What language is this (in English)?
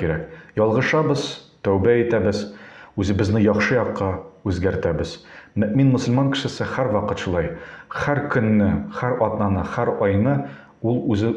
Tatar